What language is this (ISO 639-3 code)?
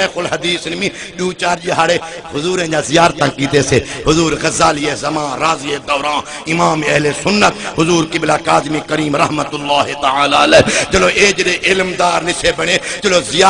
skr